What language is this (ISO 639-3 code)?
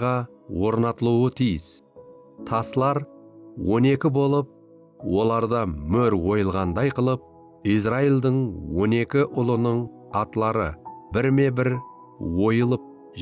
kaa